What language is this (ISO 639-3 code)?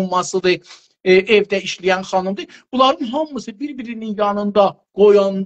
azb